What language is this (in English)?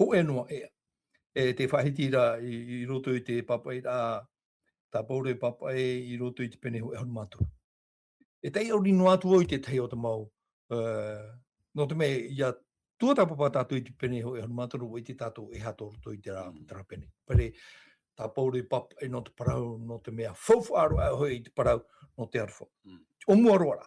Tahitian